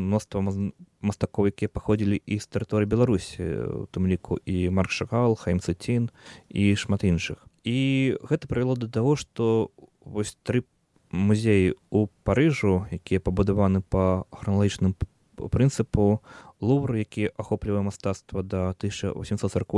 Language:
Belarusian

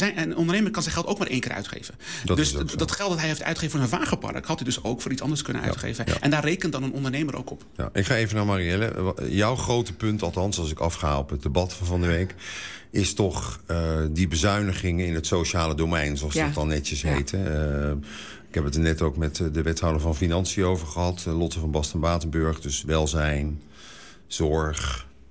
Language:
Dutch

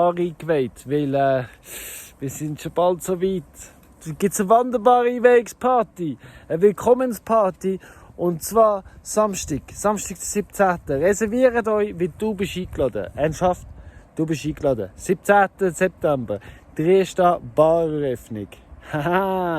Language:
Swiss German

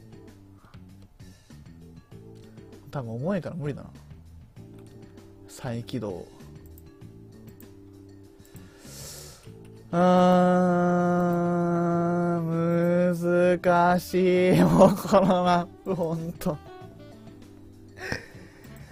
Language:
Japanese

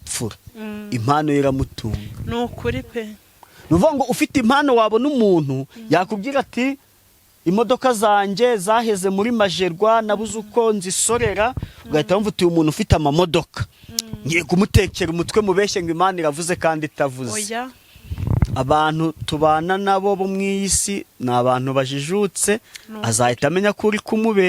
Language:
Kinyarwanda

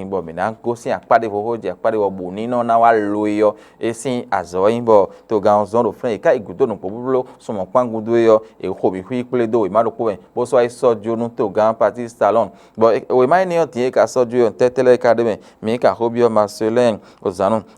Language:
Fon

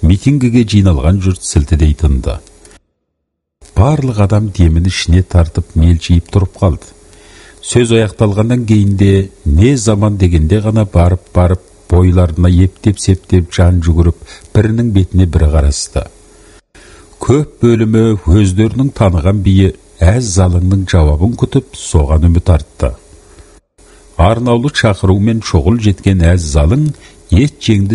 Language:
Kazakh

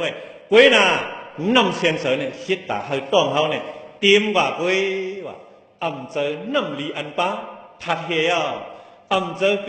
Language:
Shan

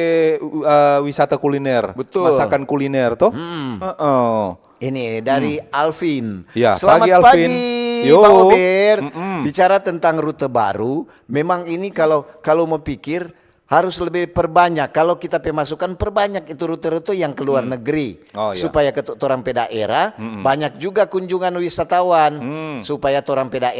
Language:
Manado Malay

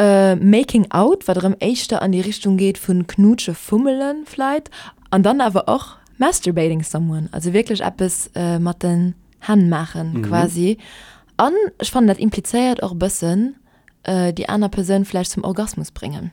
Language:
Luxembourgish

